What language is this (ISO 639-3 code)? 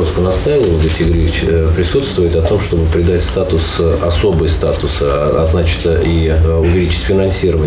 rus